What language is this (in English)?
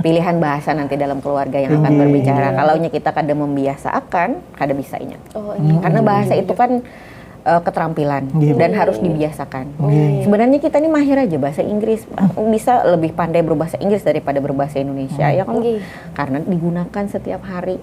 Banjar